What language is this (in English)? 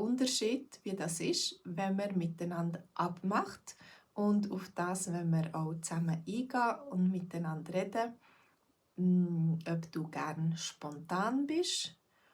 Swiss German